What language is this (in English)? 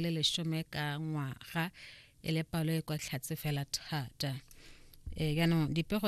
Tswana